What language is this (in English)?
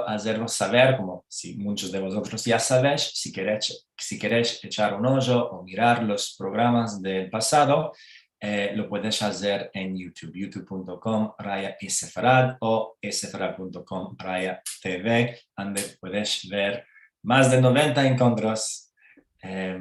Ladino